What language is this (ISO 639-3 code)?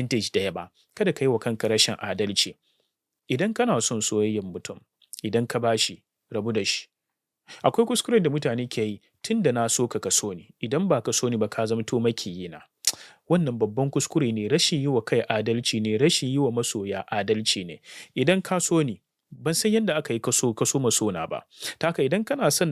hau